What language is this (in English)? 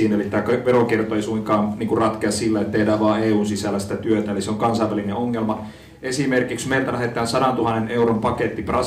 Finnish